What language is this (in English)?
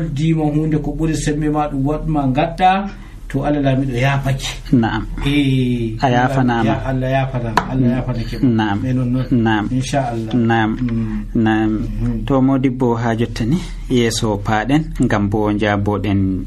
Nigerian Fulfulde